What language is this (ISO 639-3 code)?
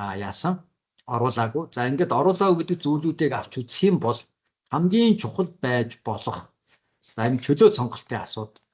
mon